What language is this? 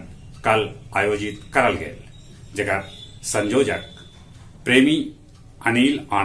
Magahi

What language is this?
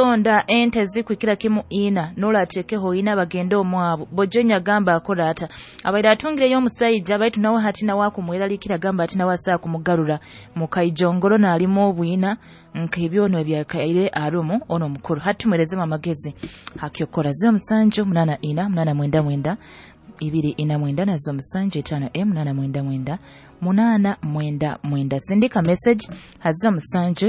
Nyoro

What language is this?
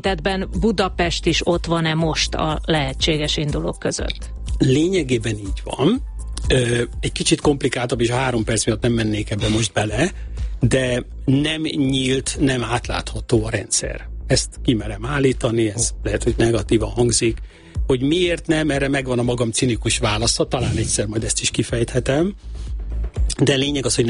Hungarian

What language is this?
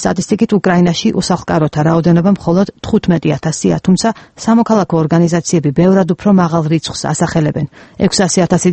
Georgian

